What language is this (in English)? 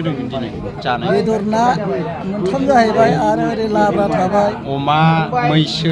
Bodo